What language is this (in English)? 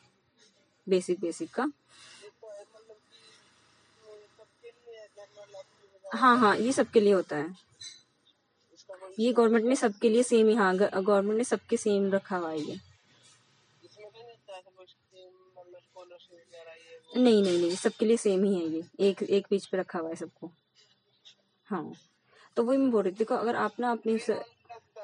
Hindi